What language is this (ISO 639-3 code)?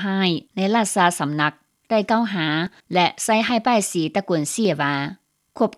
lao